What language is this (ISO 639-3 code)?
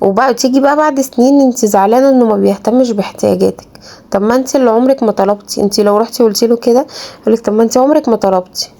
arz